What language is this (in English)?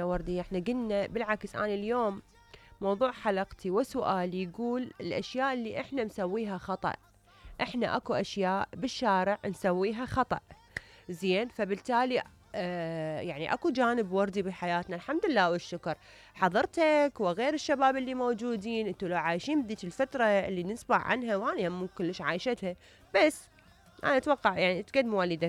Mesopotamian Arabic